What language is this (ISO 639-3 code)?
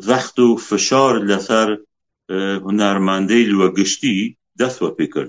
kur